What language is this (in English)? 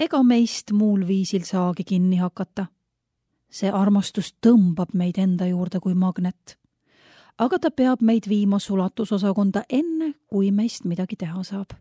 Estonian